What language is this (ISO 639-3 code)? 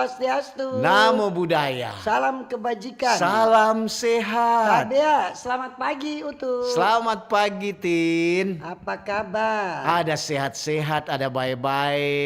xmm